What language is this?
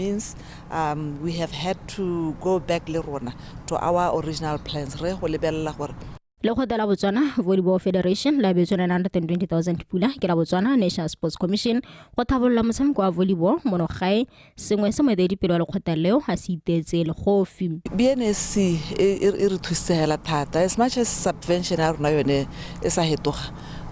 Tswana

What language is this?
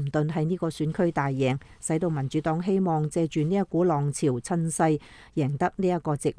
Cantonese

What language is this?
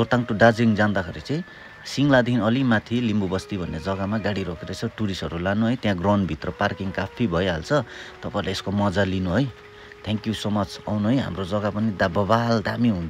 Nepali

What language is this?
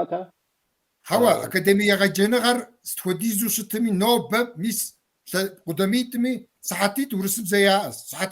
Kabardian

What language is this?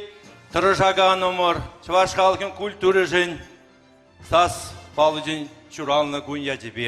Chuvash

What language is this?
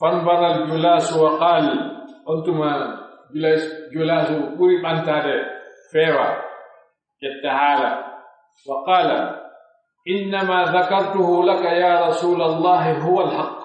Pular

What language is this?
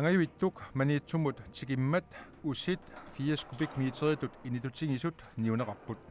Kalaallisut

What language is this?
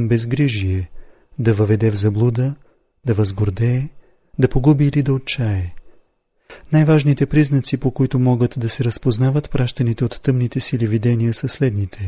Bulgarian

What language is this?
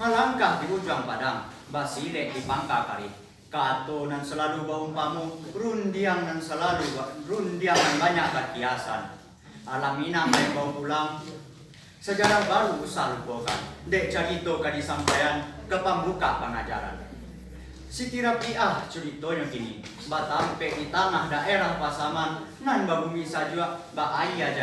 Minangkabau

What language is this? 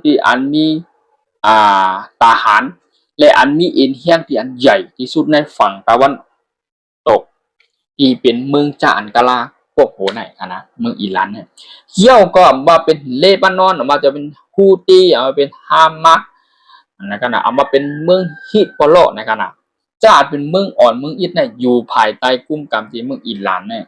Shan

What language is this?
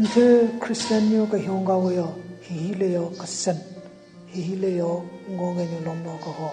Southern Rengma Naga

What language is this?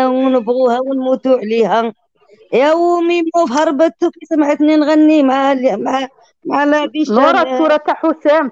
Algerian Arabic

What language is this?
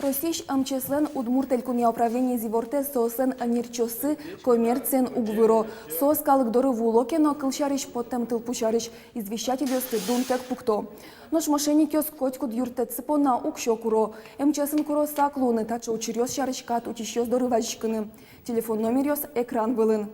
Udmurt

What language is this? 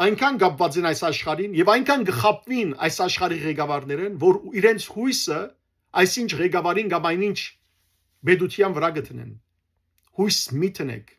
Western Armenian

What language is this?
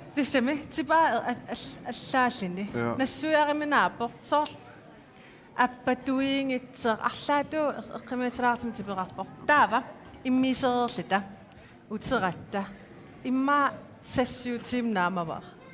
Kalaallisut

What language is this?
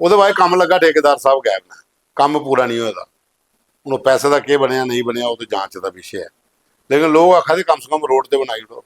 Dogri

